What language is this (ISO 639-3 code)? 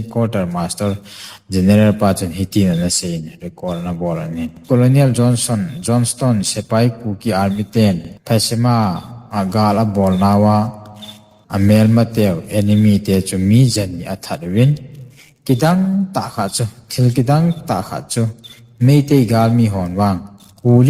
tcz